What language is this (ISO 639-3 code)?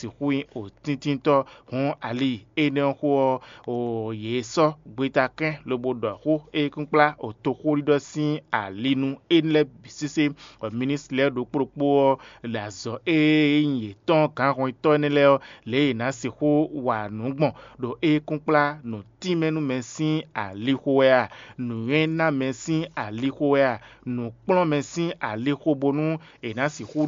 fon